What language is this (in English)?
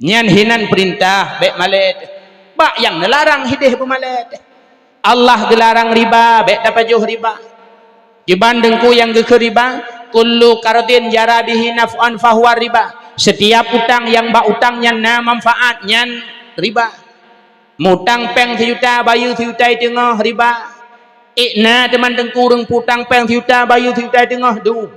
Achinese